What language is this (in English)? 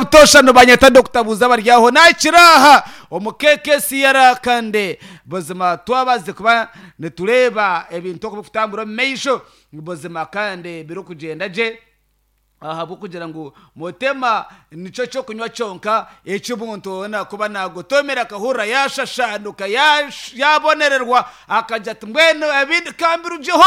Nyankole